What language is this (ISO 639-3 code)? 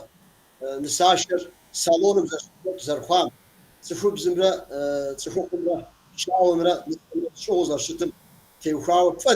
kbd